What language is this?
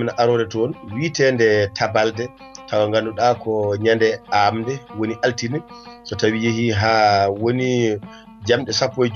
Fula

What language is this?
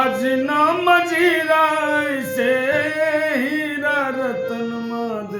Maithili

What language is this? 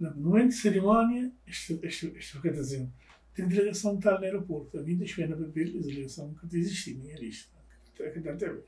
Kabuverdianu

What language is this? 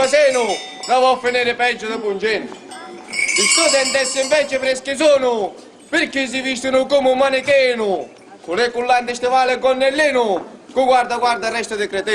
Sicilian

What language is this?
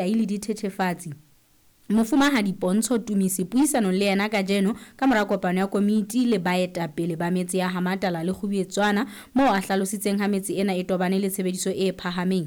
Southern Sotho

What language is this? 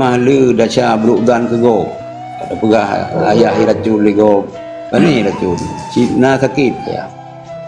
Achinese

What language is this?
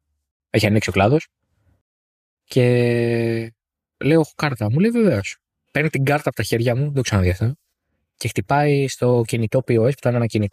Greek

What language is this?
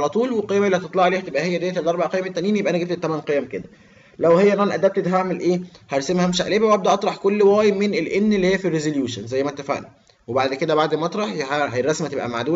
Egyptian Arabic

